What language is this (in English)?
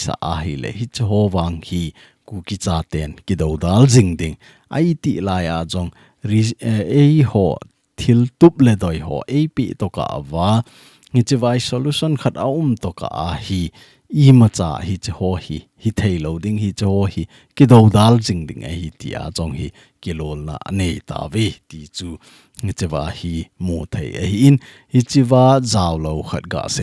Thado Chin